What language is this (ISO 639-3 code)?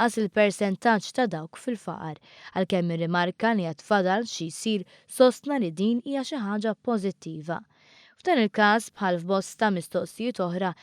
mlt